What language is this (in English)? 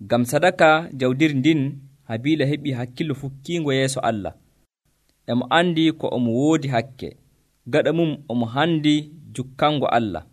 Nigerian Fulfulde